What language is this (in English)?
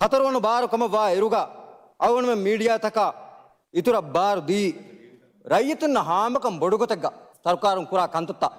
Divehi